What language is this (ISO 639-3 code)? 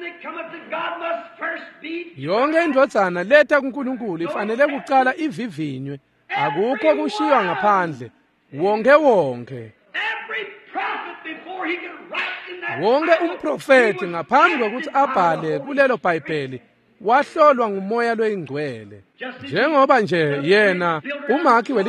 ssw